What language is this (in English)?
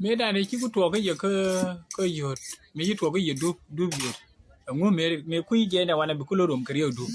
Nuer